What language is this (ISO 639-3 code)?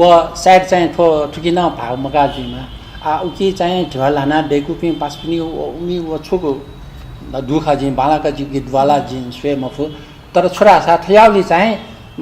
new